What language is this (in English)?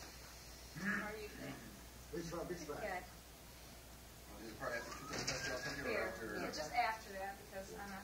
English